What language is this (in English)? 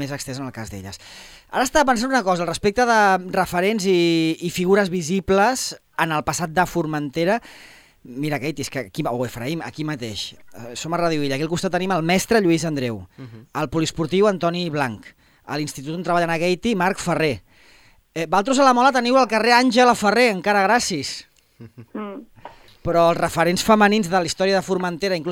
Catalan